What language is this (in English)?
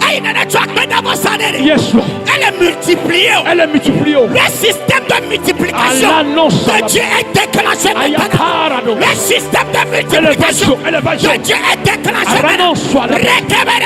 Ewe